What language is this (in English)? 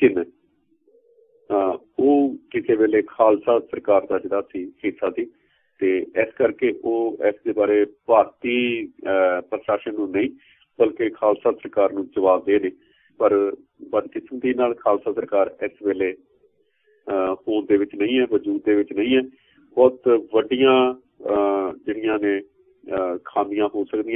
Punjabi